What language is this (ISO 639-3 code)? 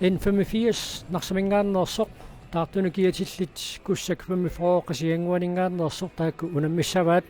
kal